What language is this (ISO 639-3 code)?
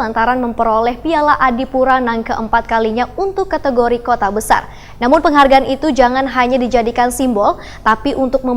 bjn